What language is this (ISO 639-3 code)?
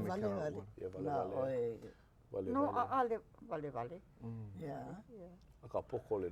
haw